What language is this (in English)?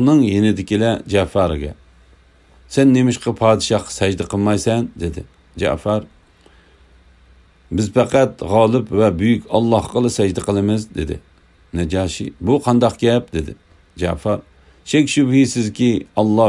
Uyghur